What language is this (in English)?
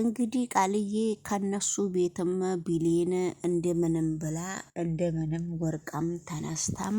Amharic